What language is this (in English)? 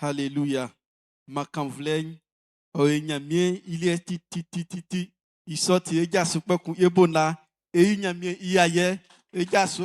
Baoulé